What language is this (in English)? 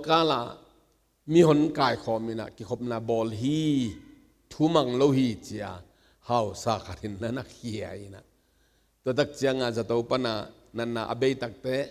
Tedim Chin